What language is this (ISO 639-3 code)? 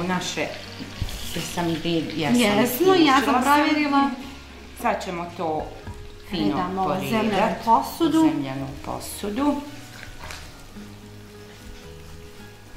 bos